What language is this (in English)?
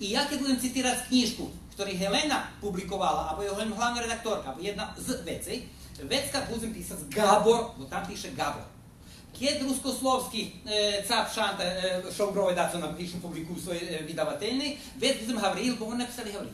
Rusyn